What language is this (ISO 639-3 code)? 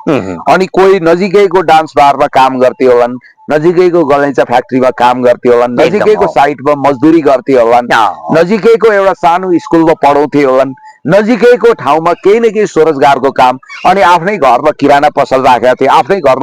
nep